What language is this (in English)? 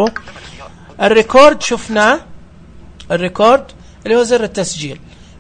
Najdi Arabic